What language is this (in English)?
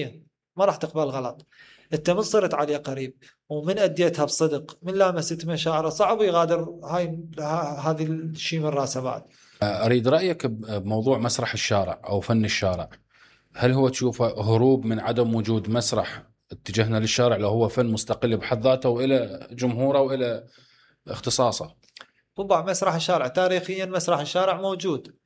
Mesopotamian Arabic